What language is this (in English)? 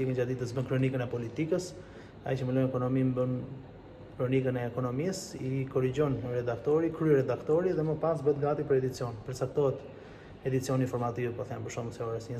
Albanian